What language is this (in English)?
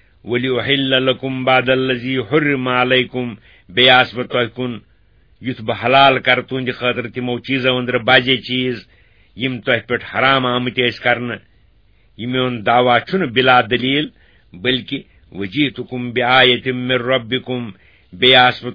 Kashmiri